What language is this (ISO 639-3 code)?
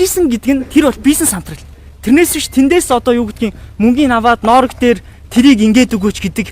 mon